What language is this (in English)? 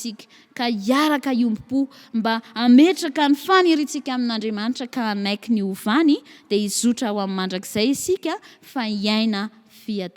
Malagasy